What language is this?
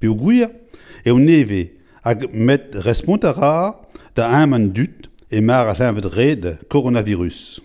Breton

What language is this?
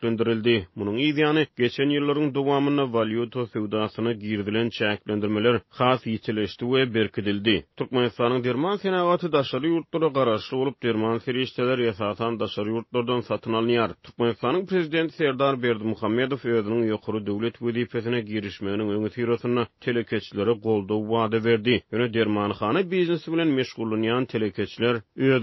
Turkmen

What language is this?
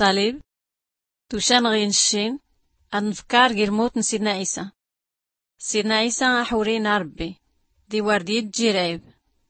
Tachelhit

